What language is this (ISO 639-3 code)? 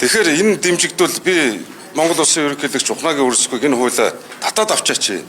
mon